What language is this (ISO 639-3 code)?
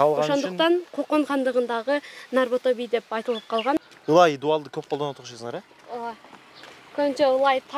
kir